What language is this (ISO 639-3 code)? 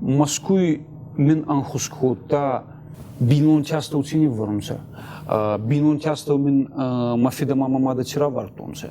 oss